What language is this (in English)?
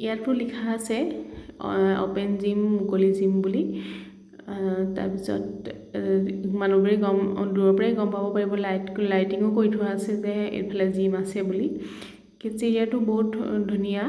Assamese